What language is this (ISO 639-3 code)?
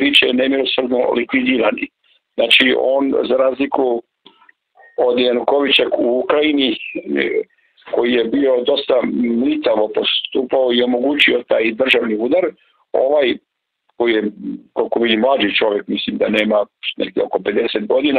srp